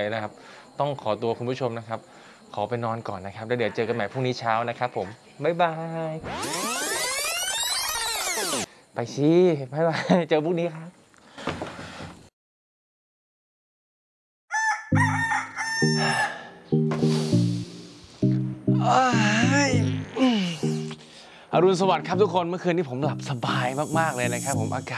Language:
Thai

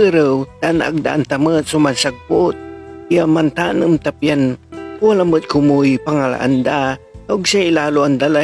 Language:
Pangasinan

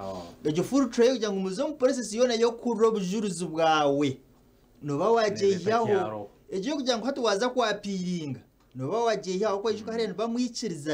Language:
Nyankole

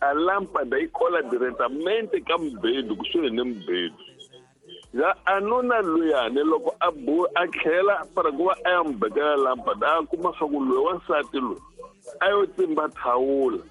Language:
Tsonga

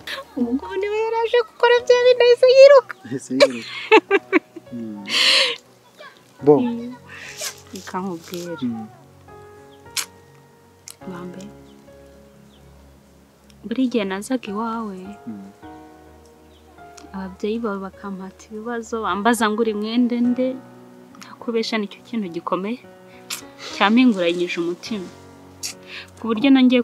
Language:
Kinyarwanda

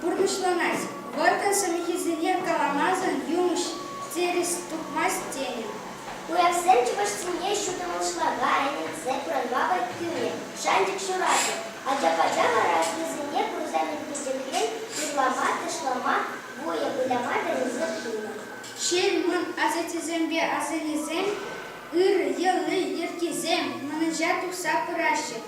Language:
Chuvash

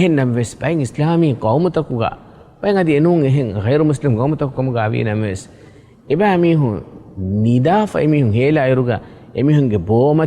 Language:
Divehi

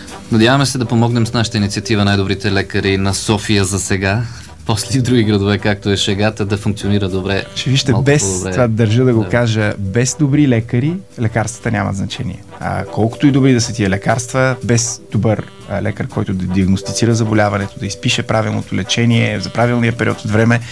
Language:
Bulgarian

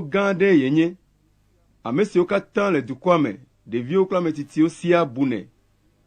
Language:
Ewe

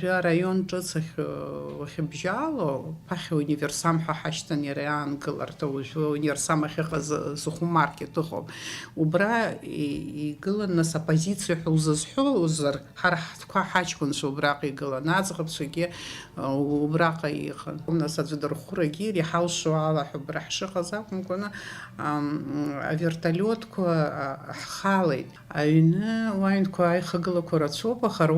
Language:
Abkhazian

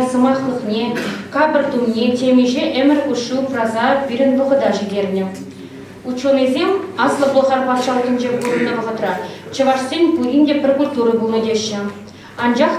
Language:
Chuvash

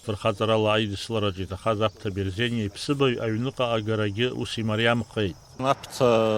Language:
Abkhazian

